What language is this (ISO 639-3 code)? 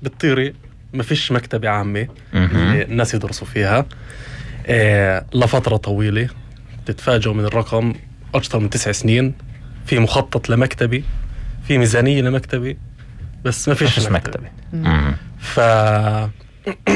apc